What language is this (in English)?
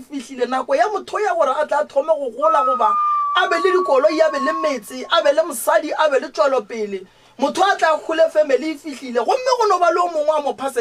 Northern Sotho